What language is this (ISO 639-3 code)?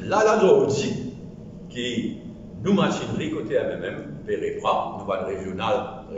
mfe